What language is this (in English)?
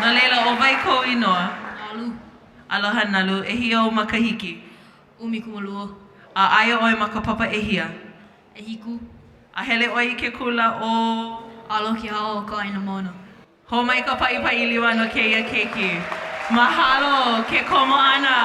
Hawaiian